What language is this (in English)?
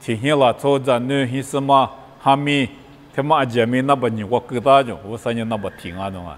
Lisu